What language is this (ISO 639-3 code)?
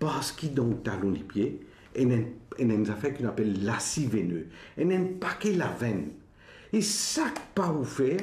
mfe